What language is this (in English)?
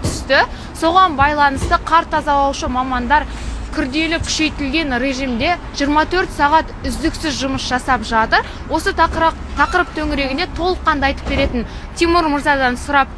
Kazakh